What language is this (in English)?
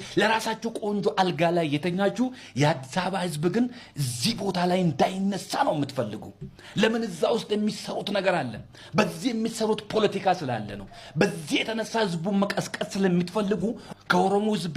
Amharic